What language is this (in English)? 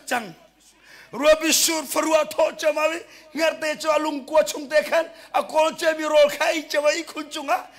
Hakha Chin